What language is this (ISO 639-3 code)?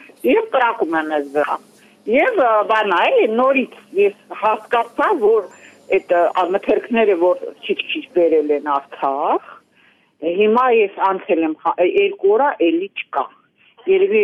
hye